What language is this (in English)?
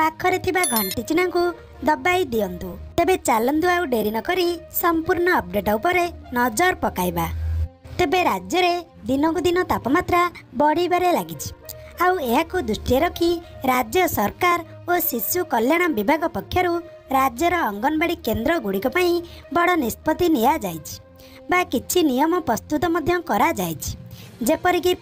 Odia